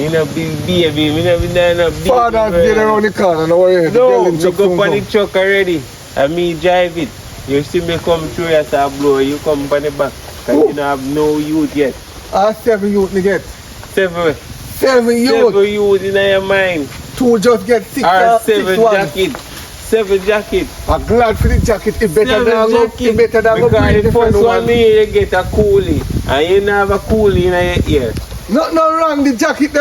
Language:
Jamaican Creole English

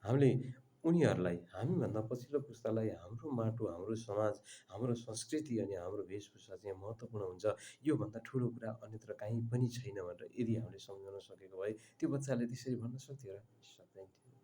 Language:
Nepali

